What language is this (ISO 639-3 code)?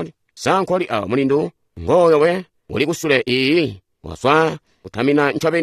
toi